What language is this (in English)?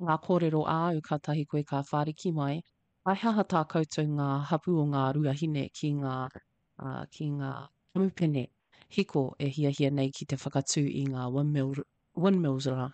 Māori